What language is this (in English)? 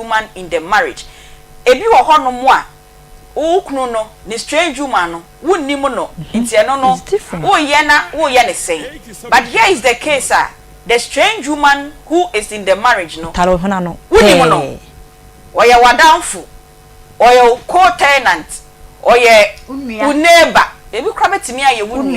Akan